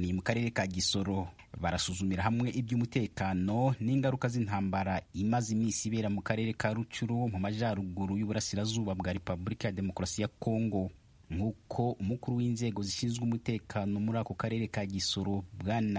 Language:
Kinyarwanda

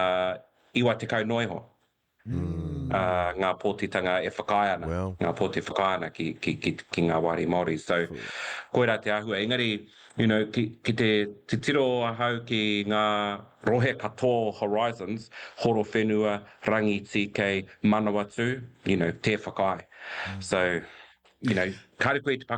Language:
Māori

